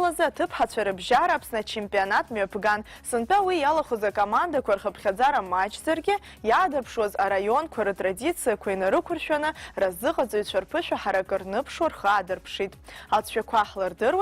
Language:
Abkhazian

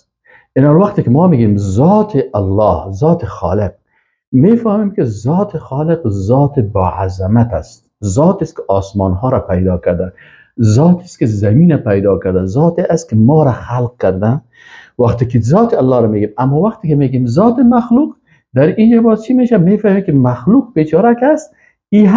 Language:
Persian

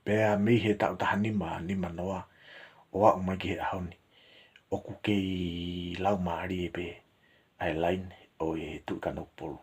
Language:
Tongan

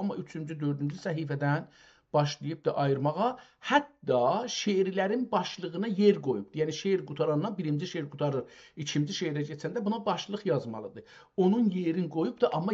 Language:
South Azerbaijani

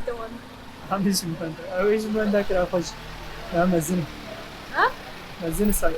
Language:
Kurdish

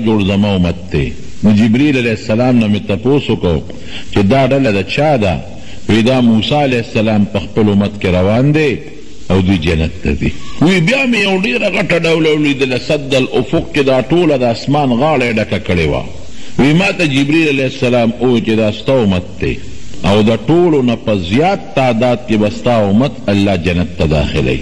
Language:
Pashto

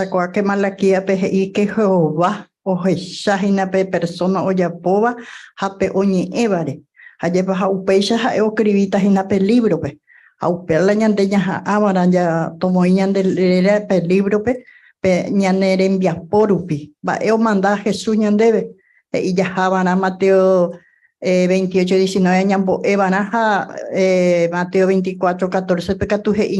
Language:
Guarani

